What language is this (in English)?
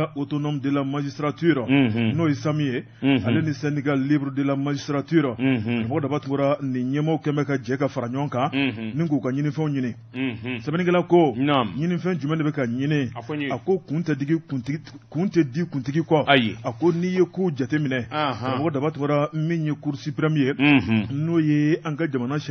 Bambara